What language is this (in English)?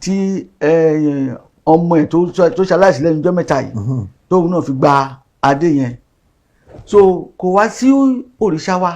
Yoruba